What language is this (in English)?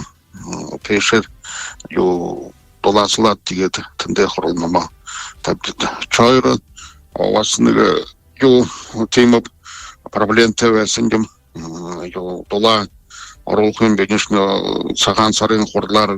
Buriat